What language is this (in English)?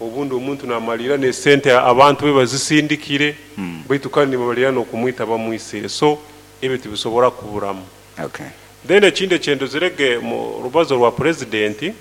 Nyoro